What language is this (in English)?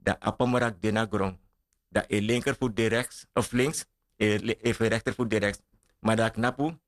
Sranan Tongo